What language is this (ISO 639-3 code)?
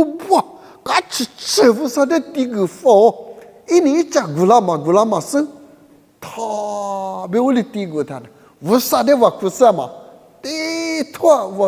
lis